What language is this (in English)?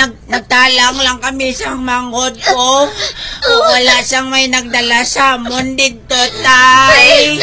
Hiligaynon